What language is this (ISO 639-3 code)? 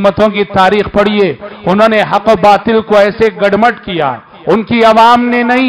urd